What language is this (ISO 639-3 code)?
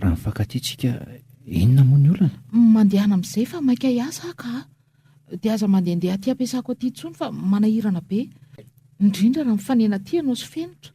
mlg